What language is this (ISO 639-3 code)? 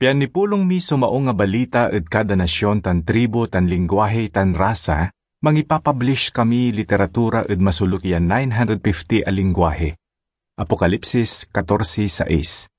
pag